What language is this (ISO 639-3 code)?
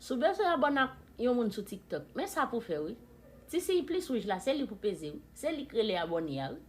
hat